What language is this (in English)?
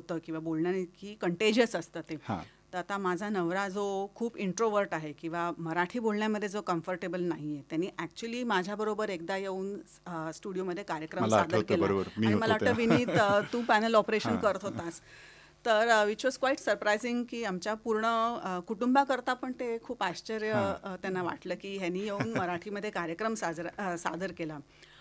Marathi